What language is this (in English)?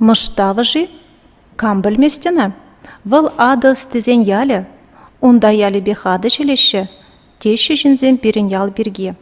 Chuvash